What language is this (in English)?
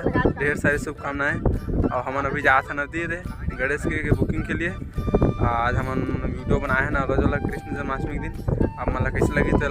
Chhattisgarhi